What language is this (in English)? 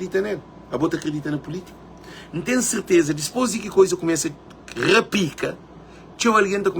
Kabuverdianu